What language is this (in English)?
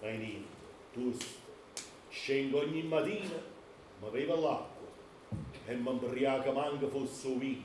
Neapolitan